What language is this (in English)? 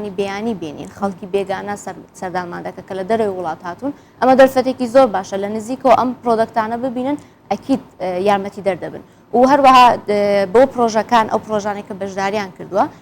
Central Kurdish